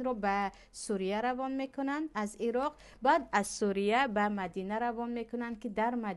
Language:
Tajik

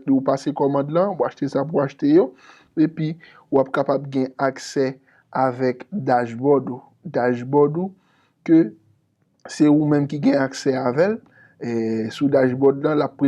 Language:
Haitian Creole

